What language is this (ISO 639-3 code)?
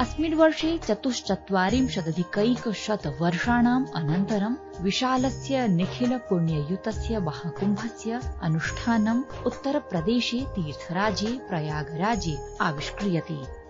san